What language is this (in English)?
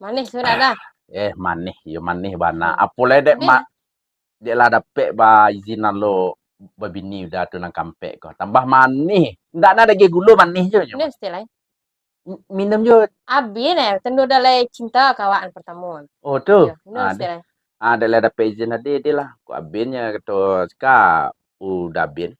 Minangkabau